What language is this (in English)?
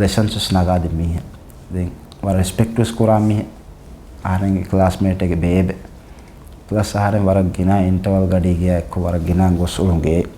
Divehi